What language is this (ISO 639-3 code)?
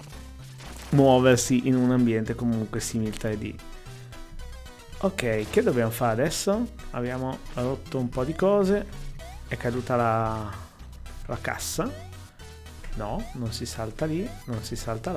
ita